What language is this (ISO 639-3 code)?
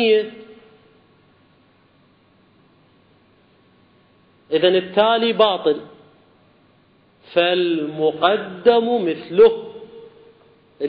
ara